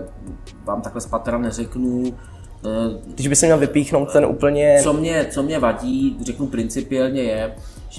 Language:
Czech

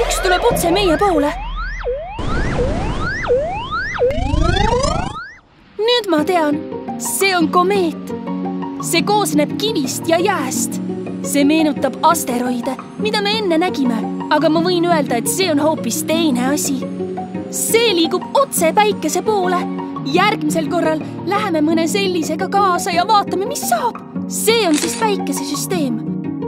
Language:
Estonian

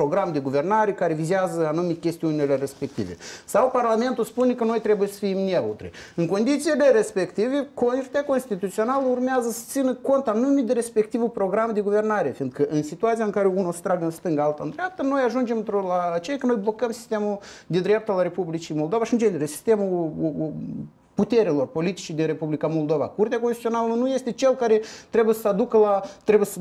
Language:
Romanian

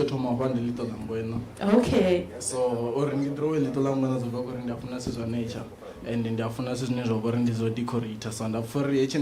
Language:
Venda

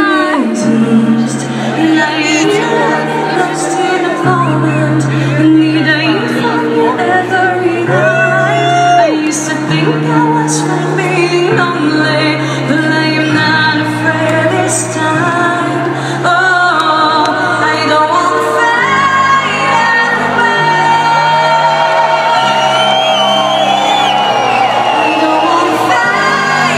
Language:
English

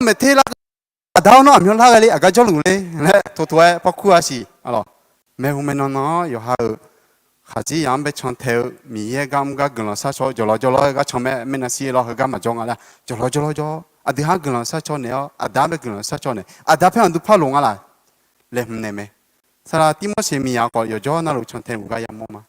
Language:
Akha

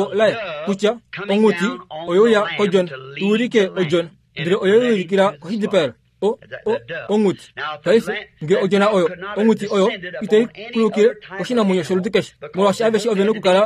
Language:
Kuanyama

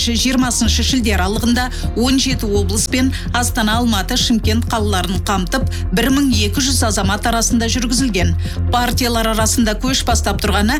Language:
Kazakh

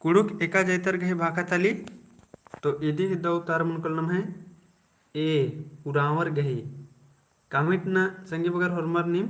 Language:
Kurukh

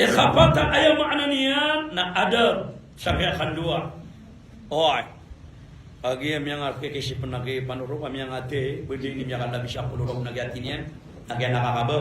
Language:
Maranao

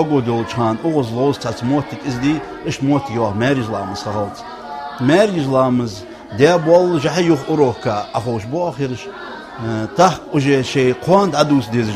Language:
Ingush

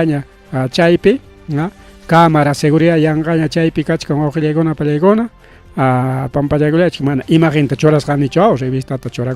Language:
Ayacucho Quechua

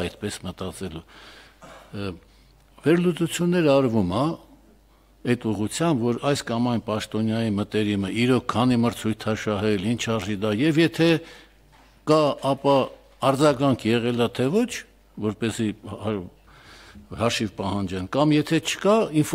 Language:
Armenian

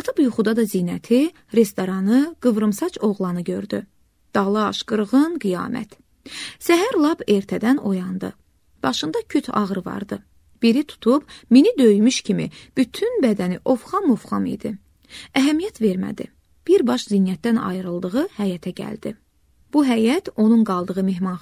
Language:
Azerbaijani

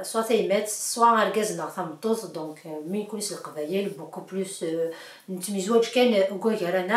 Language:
Kabyle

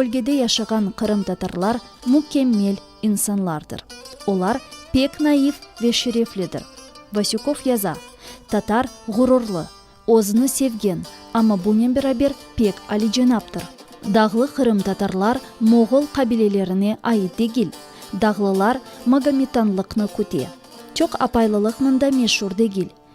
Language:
Crimean Tatar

